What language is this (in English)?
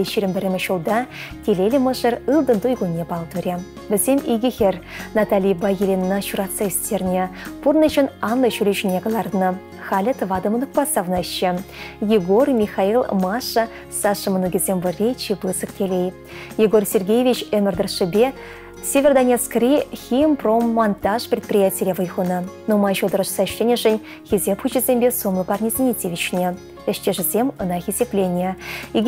Chuvash